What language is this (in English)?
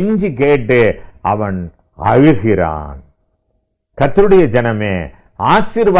Tamil